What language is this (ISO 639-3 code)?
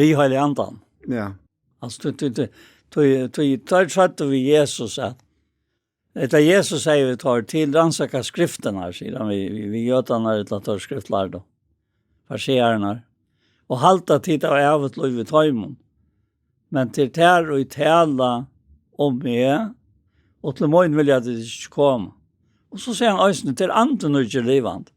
fao